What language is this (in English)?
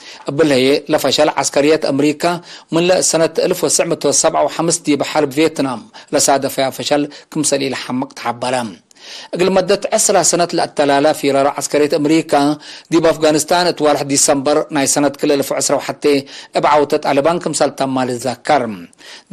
Tigre